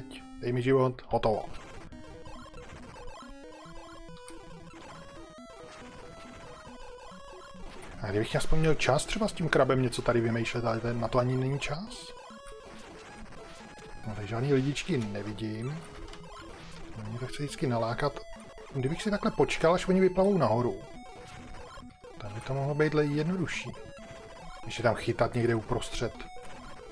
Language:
Czech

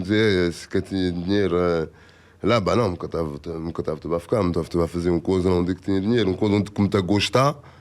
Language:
Kabuverdianu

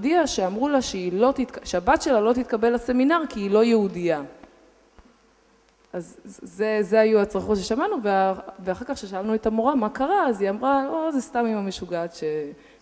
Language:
Hebrew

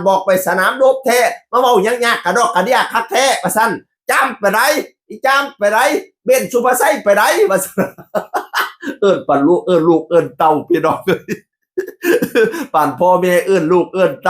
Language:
Northeastern Thai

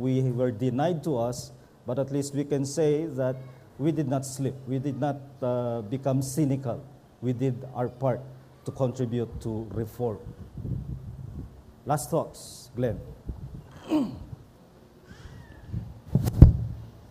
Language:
Filipino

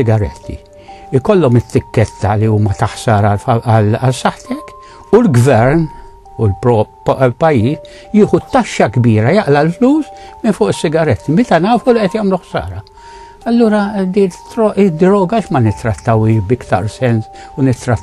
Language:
Maltese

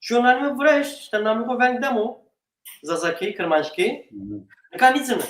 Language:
Zaza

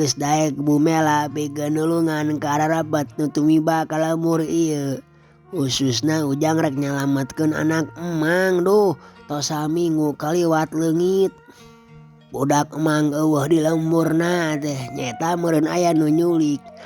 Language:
Sundanese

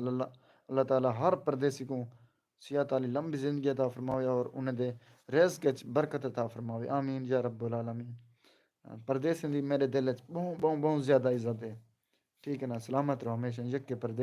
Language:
Saraiki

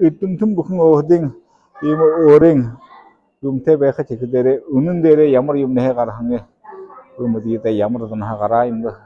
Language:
Buriat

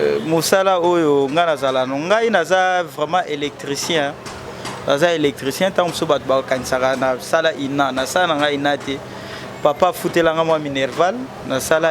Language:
Lingala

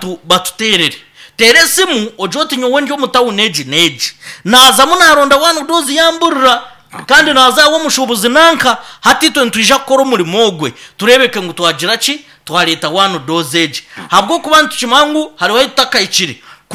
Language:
Nyankole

